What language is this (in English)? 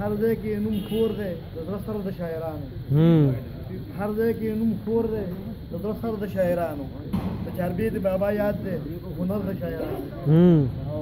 Pashto